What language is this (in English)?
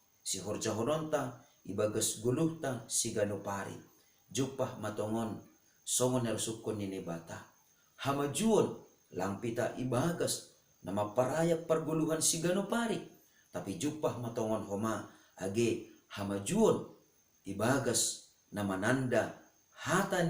Batak Simalungun